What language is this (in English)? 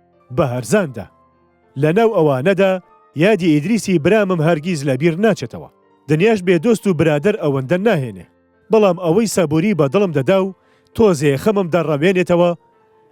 Central Kurdish